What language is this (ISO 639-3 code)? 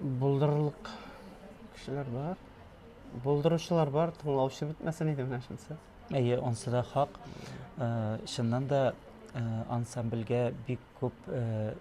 tat